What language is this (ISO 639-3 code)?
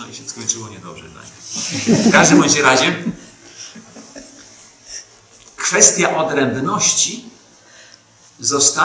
pol